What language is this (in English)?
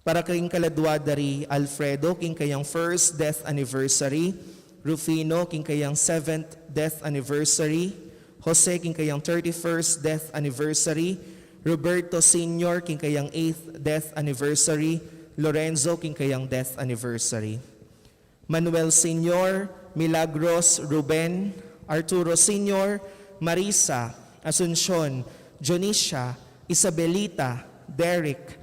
Pampanga